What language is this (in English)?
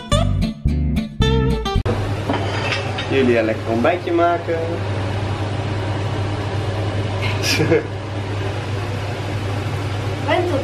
Dutch